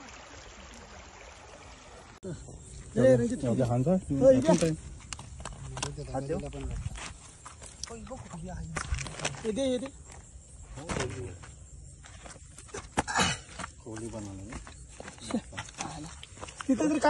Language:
Marathi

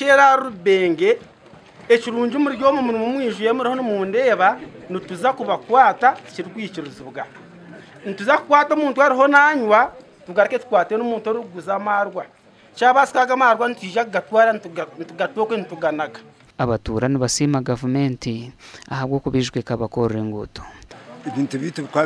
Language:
Nyankole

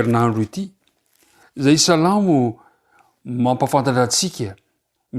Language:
Malagasy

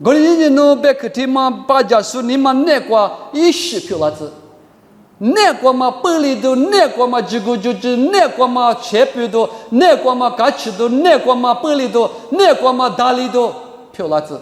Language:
Lisu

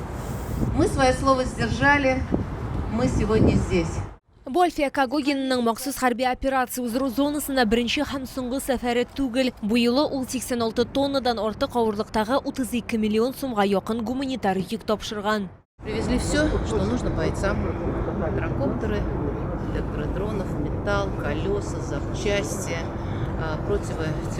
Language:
Tatar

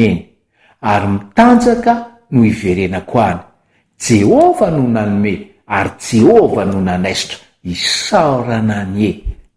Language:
Malagasy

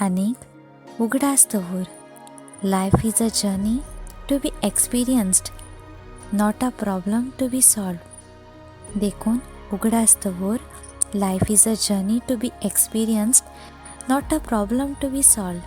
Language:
Konkani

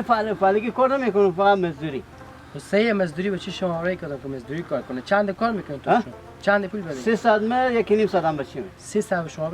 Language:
Hazaragi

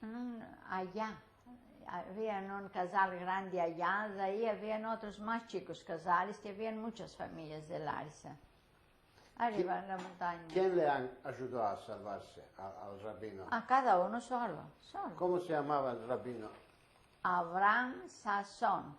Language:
Ladino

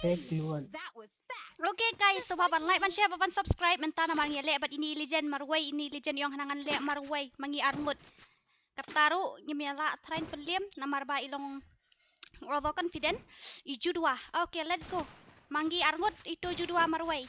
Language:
Khasi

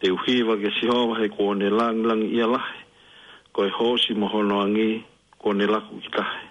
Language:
Tongan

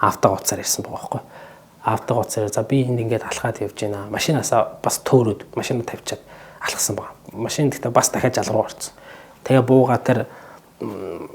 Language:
Mongolian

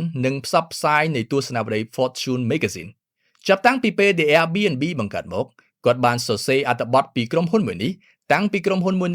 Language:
Khmer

